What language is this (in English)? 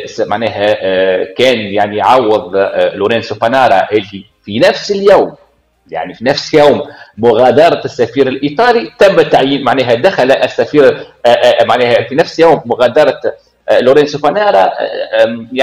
Tunisian Arabic